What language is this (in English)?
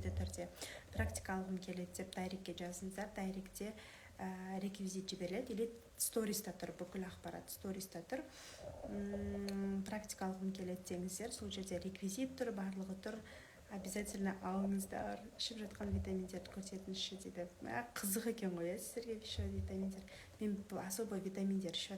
Kazakh